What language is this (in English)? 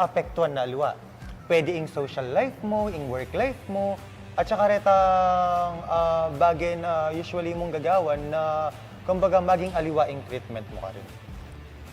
Pampanga